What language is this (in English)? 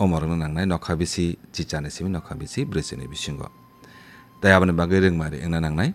Kok Borok